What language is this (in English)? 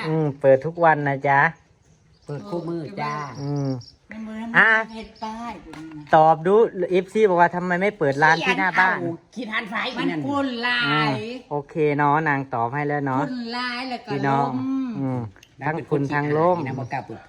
Northeastern Thai